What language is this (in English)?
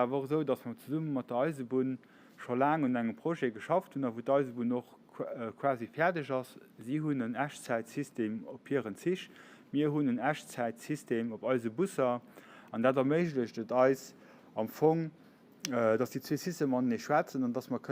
Luxembourgish